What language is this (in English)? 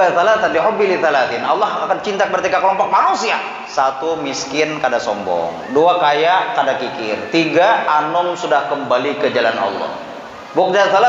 Banjar